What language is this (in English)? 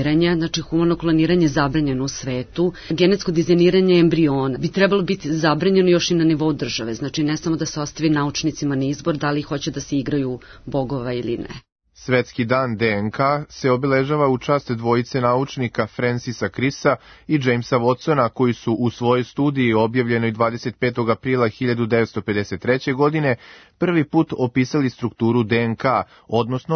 Serbian